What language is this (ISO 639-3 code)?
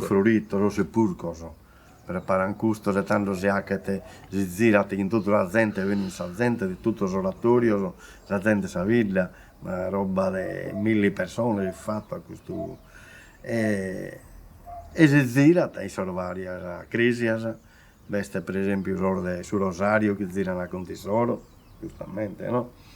srd